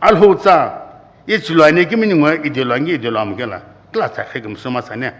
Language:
Sumi Naga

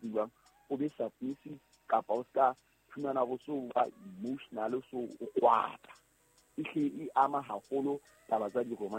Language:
Southern Sotho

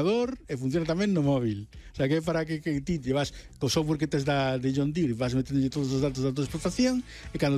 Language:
Galician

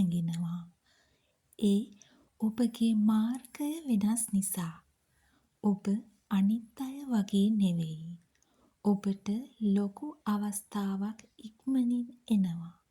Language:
Sinhala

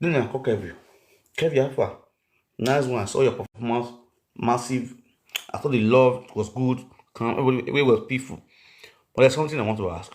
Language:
Nigerian Pidgin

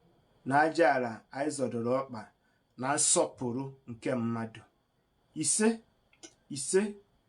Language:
Igbo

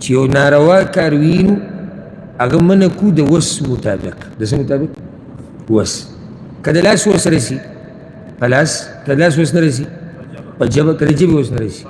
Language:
Pashto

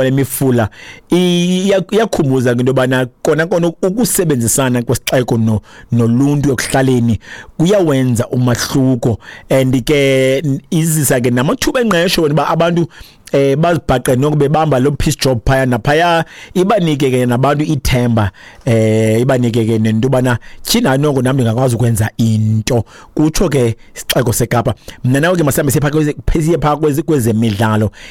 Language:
Xhosa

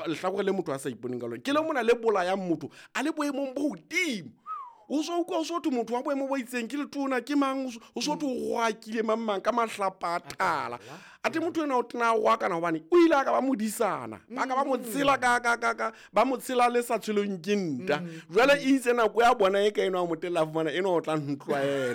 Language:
Southern Sotho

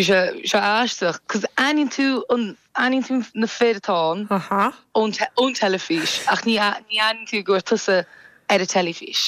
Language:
Irish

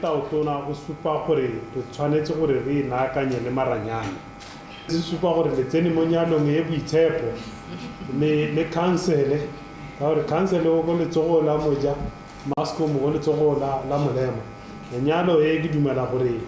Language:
Tswana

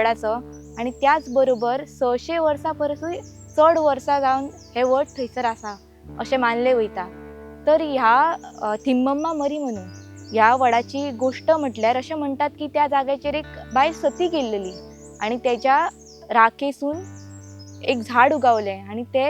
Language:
Konkani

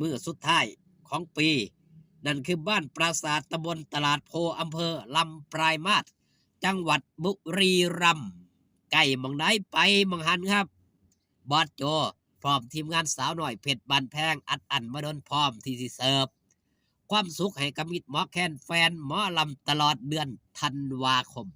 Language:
Northeastern Thai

